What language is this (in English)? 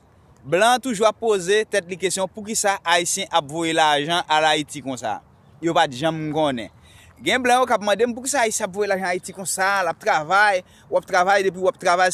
Haitian Creole